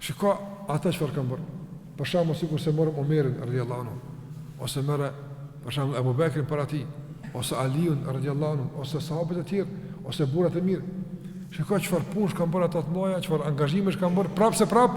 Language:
Albanian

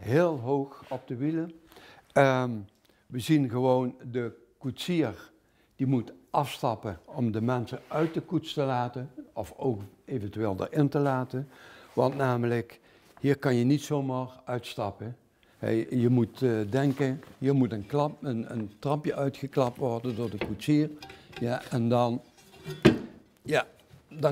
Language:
Dutch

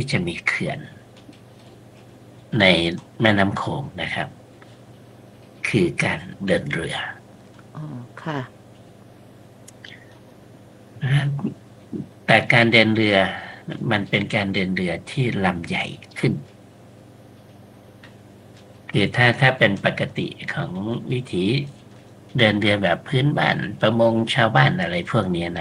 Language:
Thai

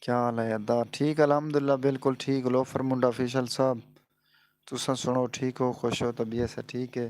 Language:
Saraiki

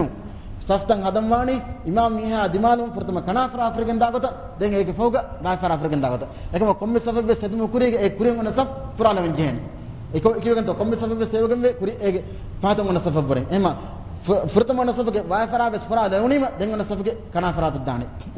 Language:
Divehi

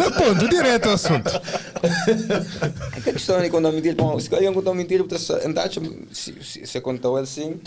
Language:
Kabuverdianu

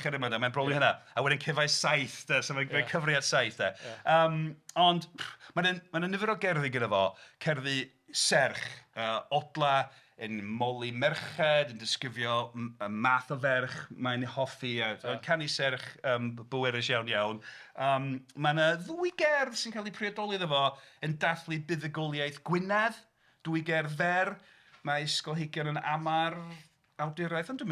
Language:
Welsh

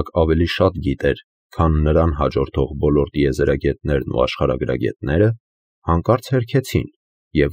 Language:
Armenian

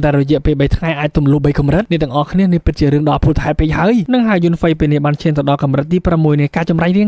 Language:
Khmer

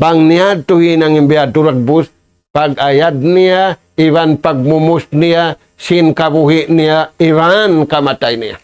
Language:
Tausug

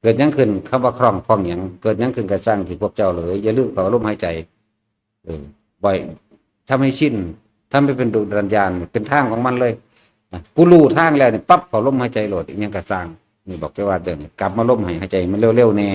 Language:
Northeastern Thai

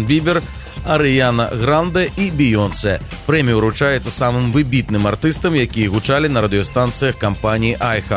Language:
Belarusian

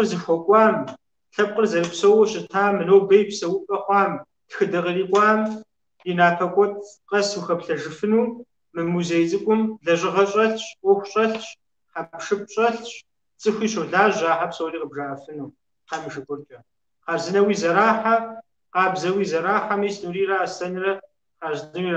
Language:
Kabardian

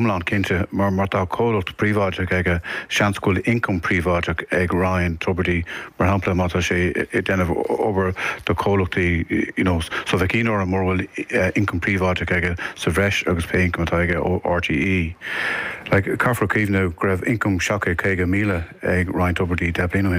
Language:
Irish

